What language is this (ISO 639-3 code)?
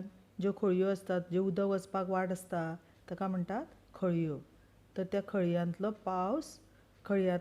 kok